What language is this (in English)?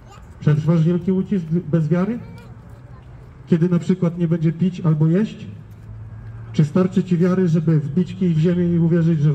Polish